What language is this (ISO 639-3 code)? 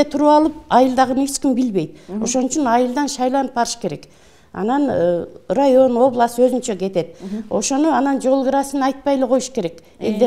kir